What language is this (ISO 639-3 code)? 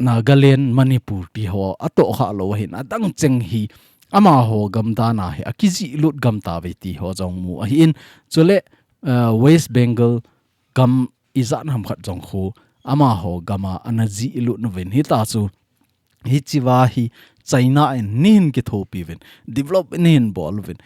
tcz